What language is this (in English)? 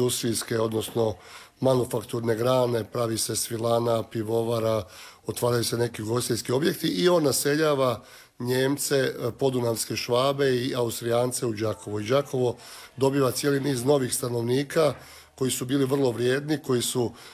Croatian